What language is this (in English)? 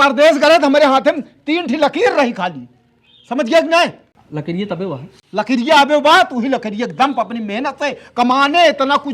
Awadhi